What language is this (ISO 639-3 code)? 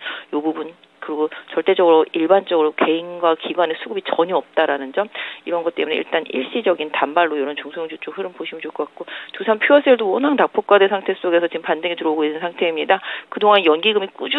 kor